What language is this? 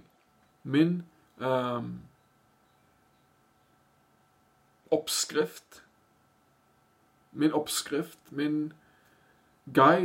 Norwegian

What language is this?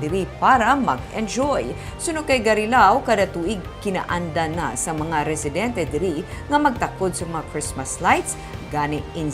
Hiligaynon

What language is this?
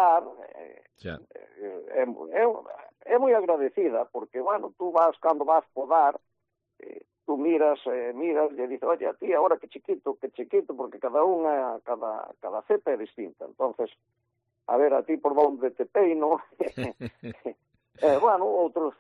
Galician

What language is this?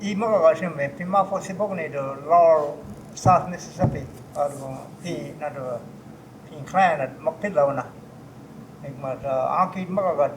Choctaw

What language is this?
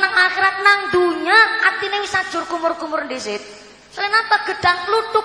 Javanese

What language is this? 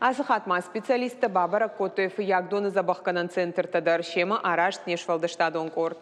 Ossetic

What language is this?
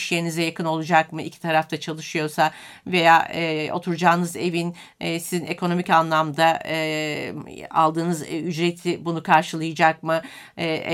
Turkish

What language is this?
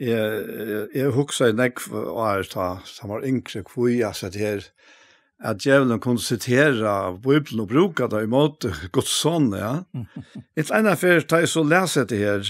Faroese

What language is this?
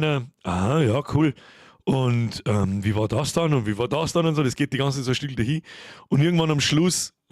Bavarian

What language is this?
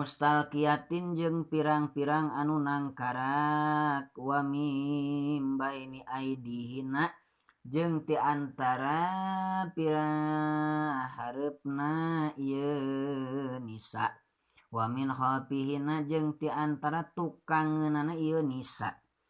Sundanese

